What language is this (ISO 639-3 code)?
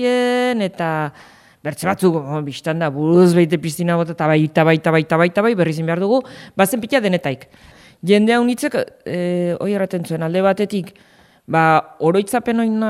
eus